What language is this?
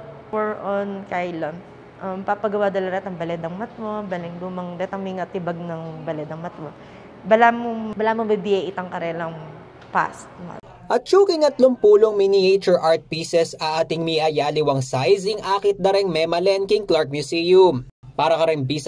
Pampanga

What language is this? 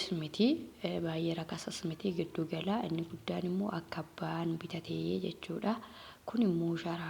Oromo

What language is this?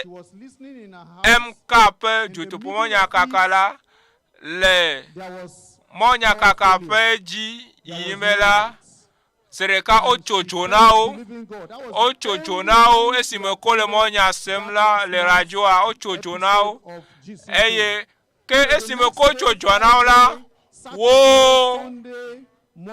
Ewe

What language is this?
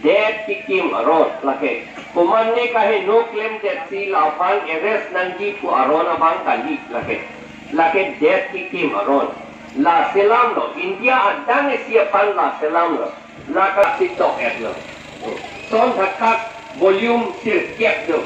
Karbi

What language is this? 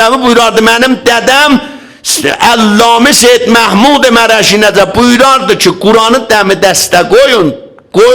South Azerbaijani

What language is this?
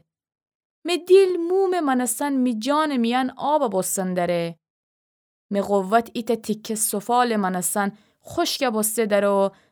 Gilaki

